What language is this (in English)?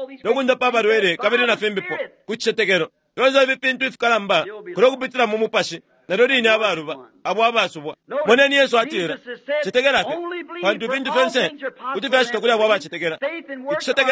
Bemba